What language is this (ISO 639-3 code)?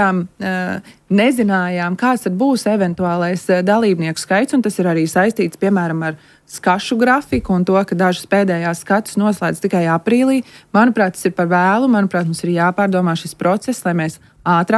lav